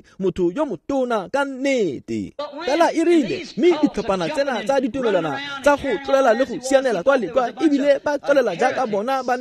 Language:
Tswana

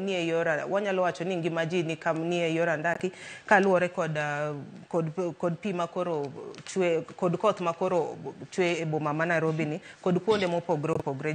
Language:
Luo (Kenya and Tanzania)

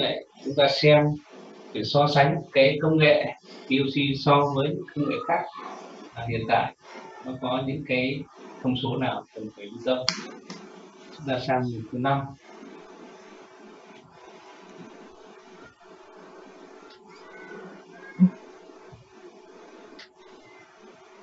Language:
Vietnamese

